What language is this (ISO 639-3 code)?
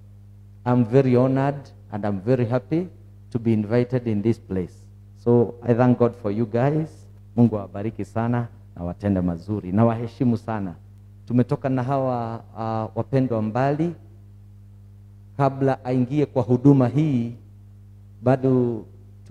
swa